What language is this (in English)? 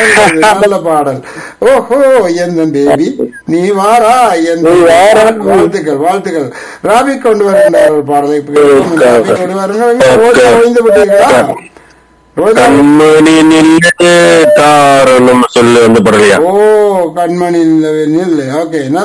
Tamil